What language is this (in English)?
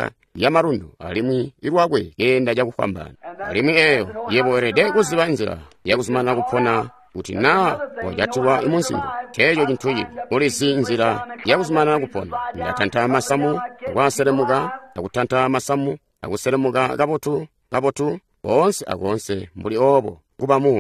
Tonga (Zambia)